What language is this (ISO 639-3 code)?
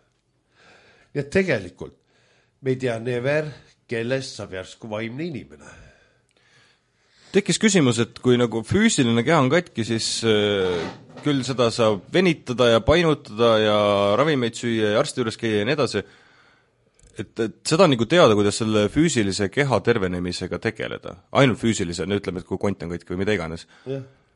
est